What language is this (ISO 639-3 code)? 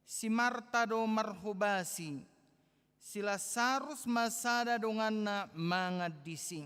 bbc